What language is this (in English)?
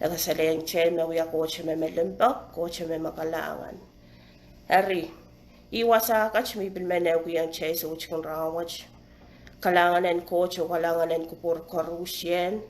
Pohnpeian